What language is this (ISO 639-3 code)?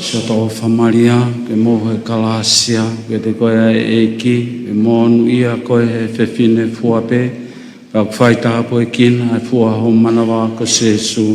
ton